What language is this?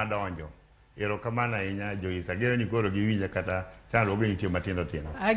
Luo (Kenya and Tanzania)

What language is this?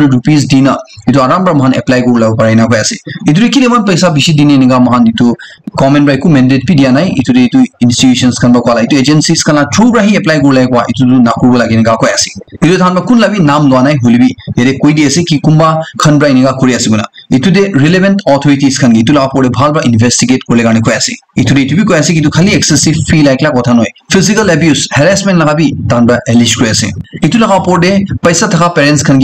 Naga Pidgin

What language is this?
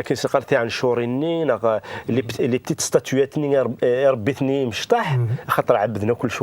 Kabyle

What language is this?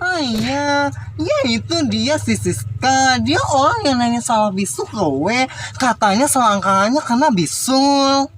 Minangkabau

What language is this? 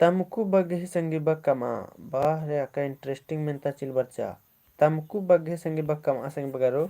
Kurukh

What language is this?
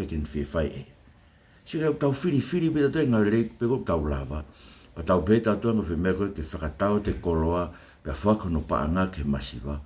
Tongan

